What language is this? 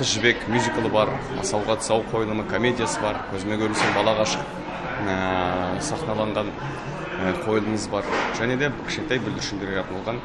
Kazakh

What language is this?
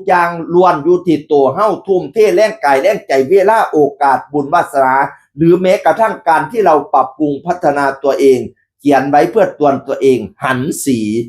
Northeastern Thai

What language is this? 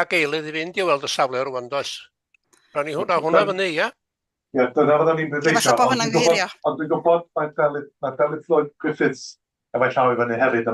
Welsh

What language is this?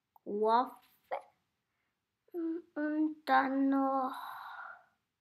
German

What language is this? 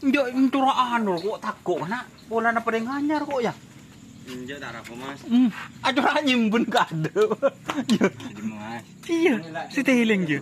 Madurese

